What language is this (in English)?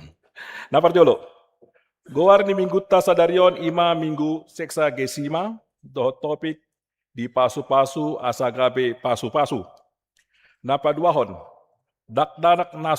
Batak Toba